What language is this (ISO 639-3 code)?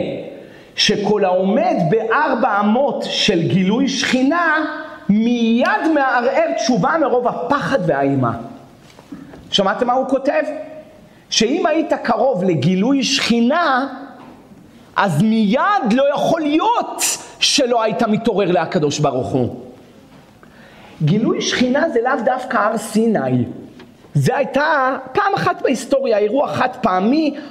heb